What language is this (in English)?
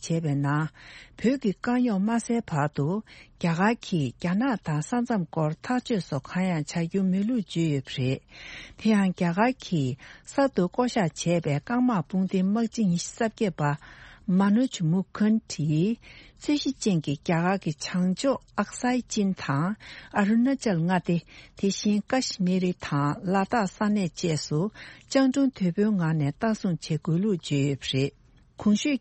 Tibetan